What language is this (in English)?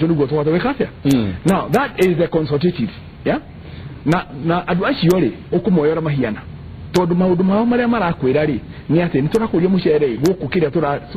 Kikuyu